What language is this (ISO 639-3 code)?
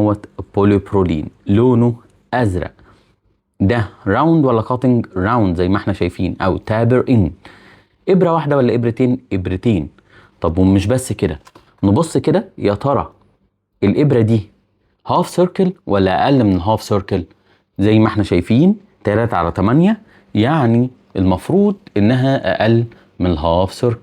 arz